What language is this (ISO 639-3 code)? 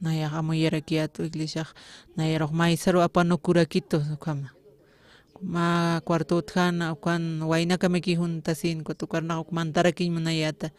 aym